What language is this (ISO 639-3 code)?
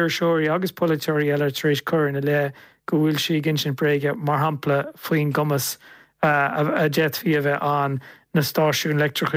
gle